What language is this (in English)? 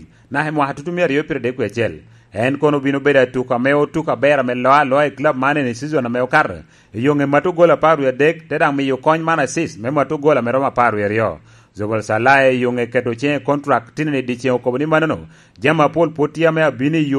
Lango (Uganda)